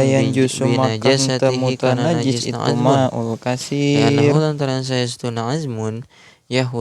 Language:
Sundanese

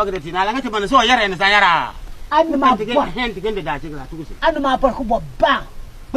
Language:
Konkomba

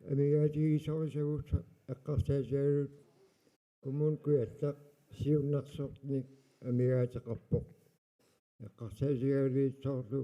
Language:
Kalaallisut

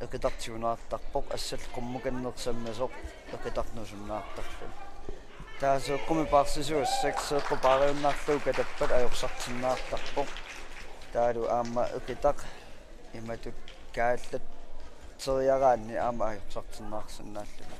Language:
Kalaallisut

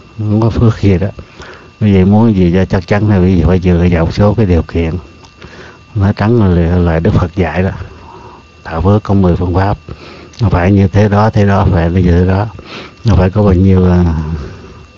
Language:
Vietnamese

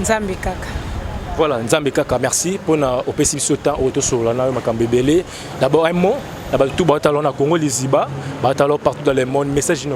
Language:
Lingala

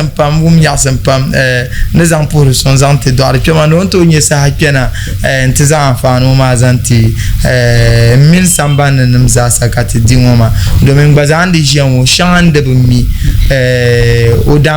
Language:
Dagbani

